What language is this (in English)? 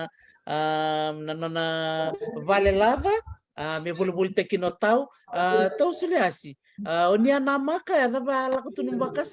Fijian